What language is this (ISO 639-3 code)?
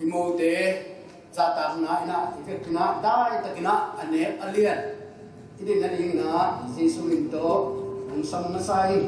ctd